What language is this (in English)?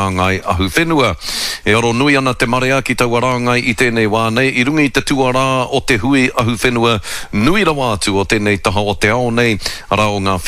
Māori